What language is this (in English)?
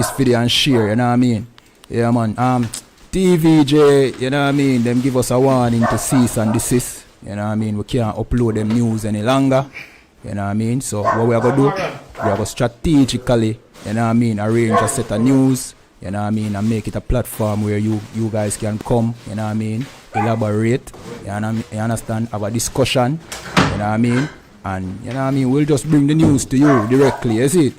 Jamaican Creole English